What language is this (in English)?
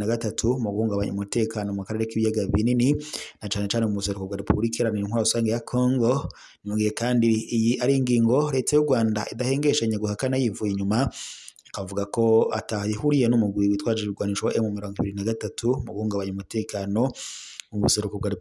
Rundi